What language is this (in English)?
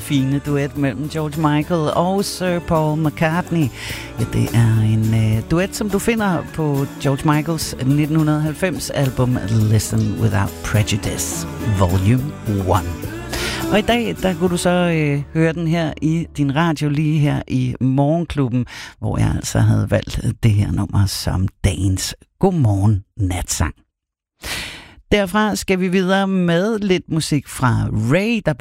Danish